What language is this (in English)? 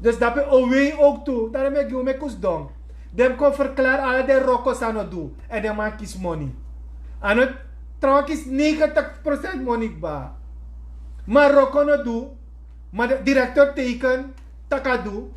Sranan Tongo